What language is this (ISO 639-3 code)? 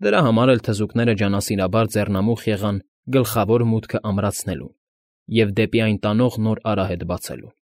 hye